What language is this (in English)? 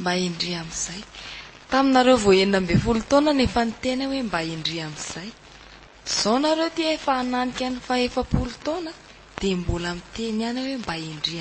Malagasy